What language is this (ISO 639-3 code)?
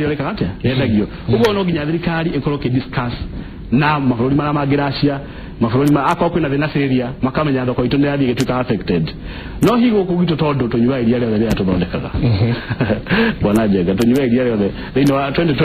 kik